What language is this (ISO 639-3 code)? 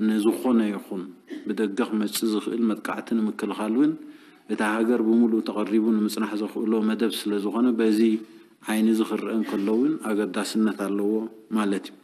tir